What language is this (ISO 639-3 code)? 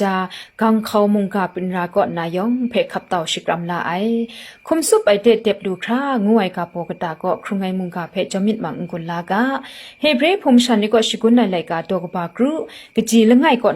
kac